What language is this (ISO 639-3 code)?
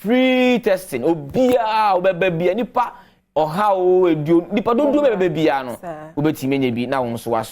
aka